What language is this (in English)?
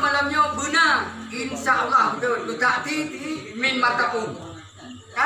Achinese